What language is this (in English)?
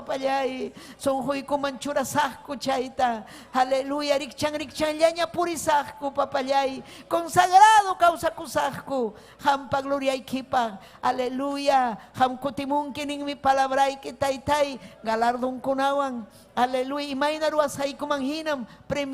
Ayacucho Quechua